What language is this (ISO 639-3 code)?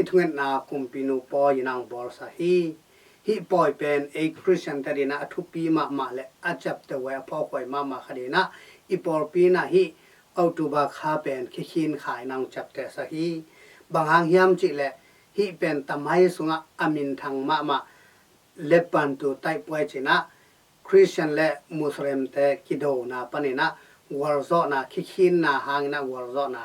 ctd